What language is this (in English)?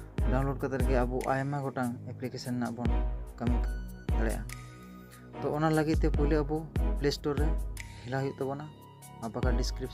Santali